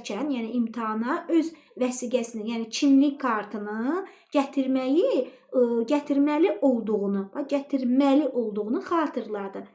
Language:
Azerbaijani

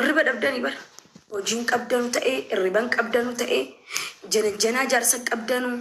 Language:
Oromo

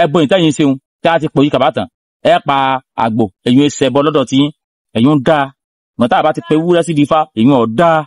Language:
Yoruba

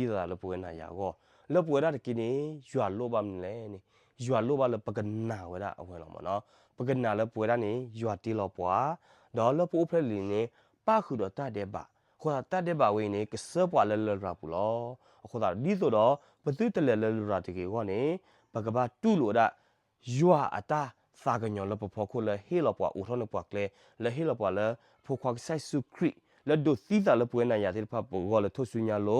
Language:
S'gaw Karen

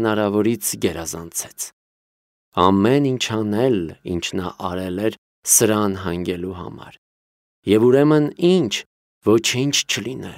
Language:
Armenian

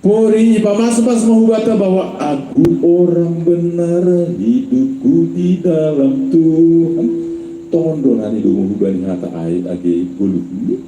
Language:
Batak Simalungun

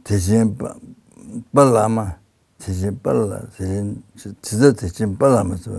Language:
Tibetan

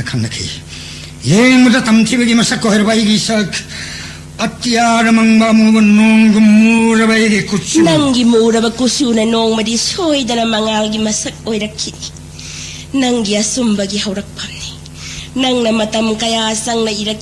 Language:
Manipuri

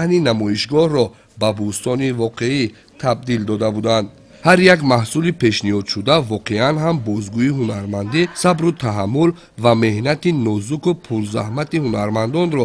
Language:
Tajik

